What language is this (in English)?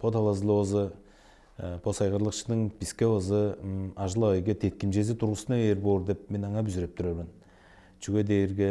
Tuvinian